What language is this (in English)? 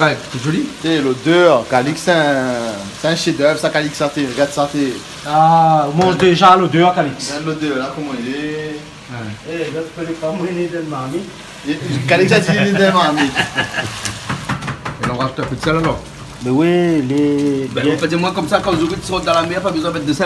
Réunion Creole French